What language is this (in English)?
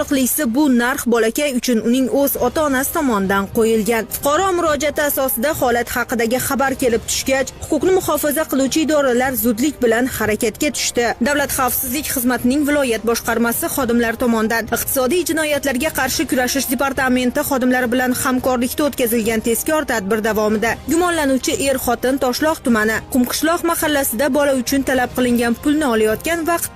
Uzbek